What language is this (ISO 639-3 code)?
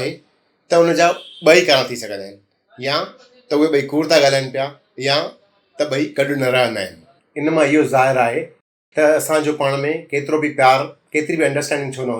snd